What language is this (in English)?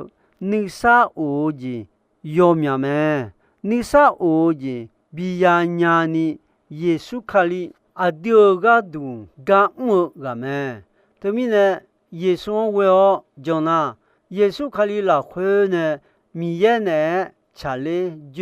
Akha